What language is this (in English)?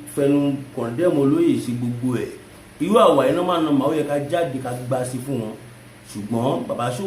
Yoruba